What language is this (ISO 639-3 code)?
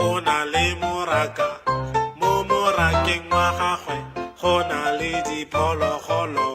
tsn